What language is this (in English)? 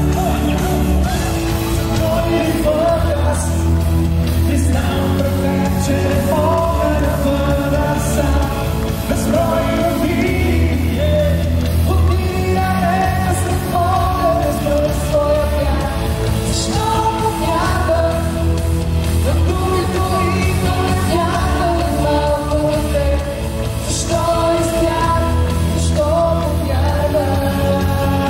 Bulgarian